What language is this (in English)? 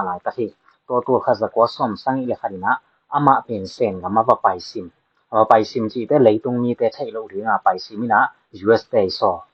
Tedim Chin